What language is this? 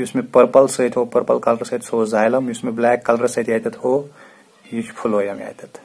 Kashmiri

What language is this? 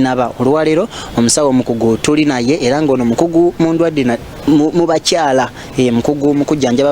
Ganda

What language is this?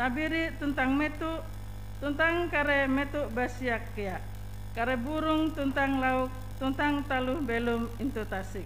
Ngaju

